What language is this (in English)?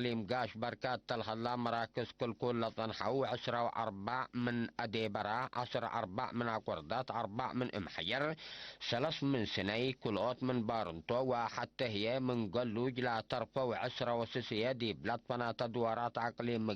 Tigre